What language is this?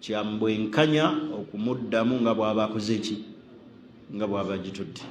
Ganda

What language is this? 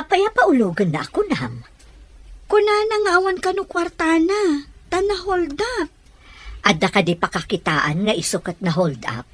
Iloko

